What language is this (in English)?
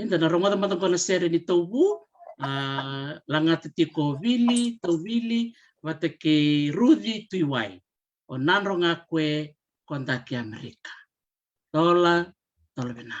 Fijian